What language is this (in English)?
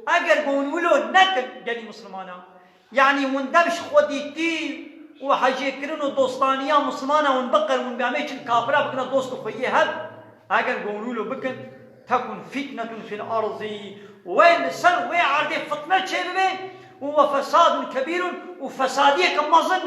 Kurdish